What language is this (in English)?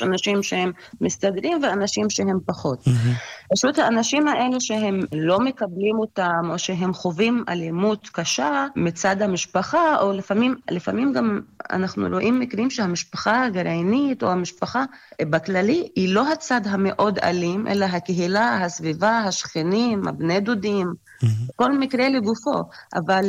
Hebrew